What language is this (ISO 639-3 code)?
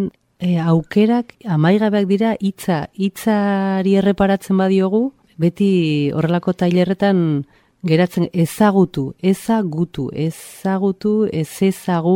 eus